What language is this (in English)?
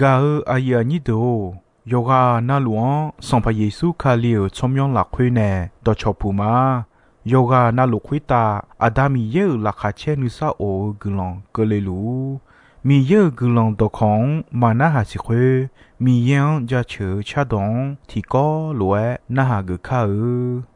Akha